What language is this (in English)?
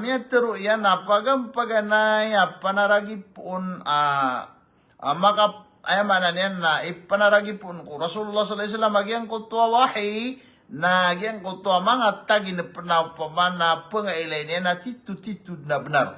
Maranao